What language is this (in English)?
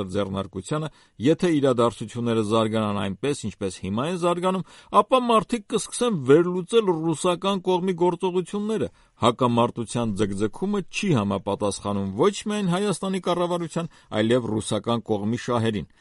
Armenian